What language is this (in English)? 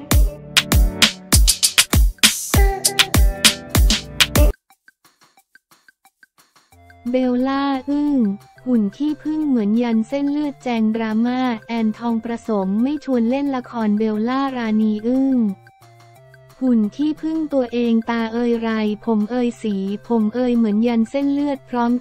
Thai